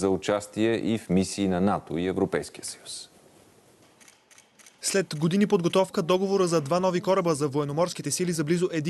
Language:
Bulgarian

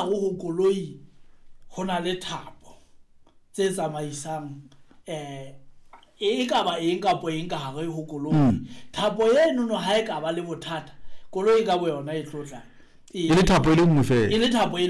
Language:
Southern Sotho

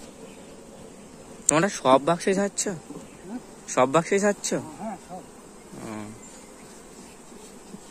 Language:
Bangla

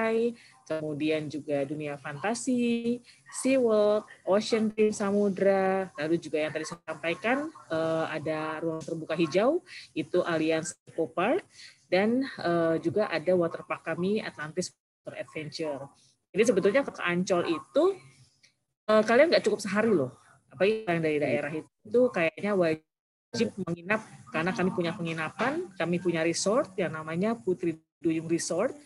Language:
Indonesian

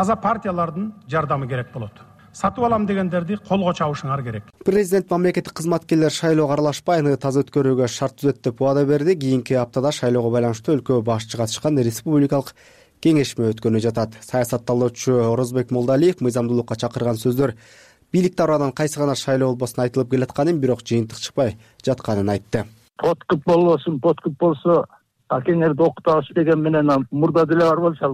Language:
Kyrgyz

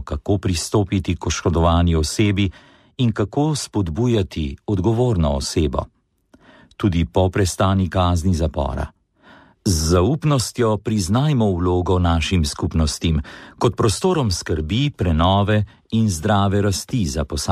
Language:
Slovenian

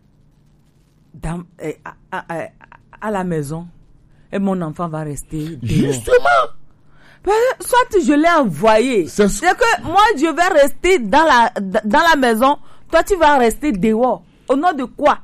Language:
French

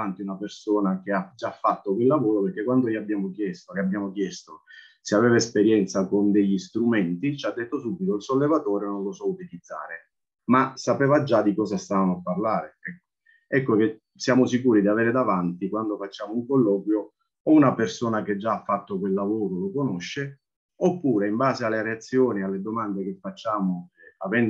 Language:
Italian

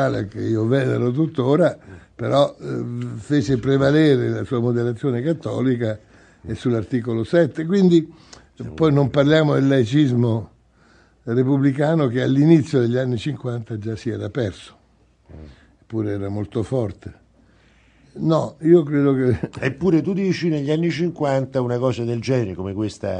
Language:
Italian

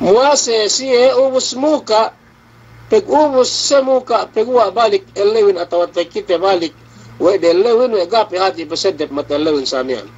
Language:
Yakan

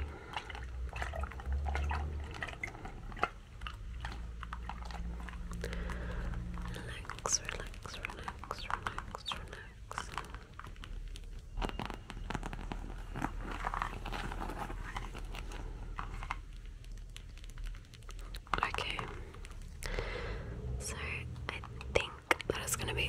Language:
English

